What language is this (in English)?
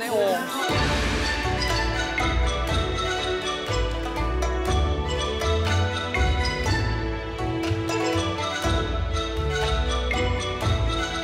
Thai